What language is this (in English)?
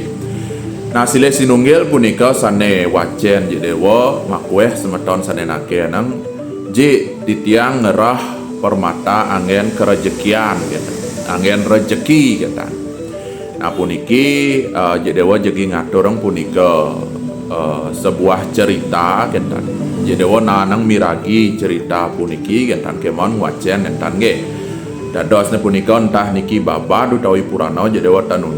Balinese